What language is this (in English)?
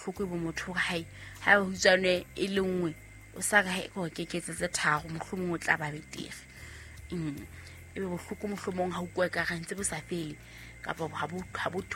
Southern Sotho